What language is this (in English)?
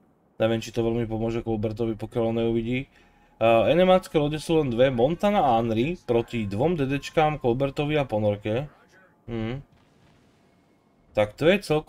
Slovak